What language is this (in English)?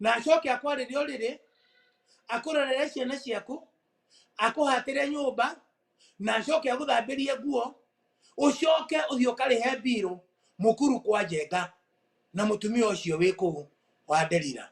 Kikuyu